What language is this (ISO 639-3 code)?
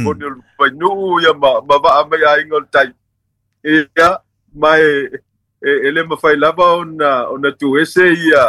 smo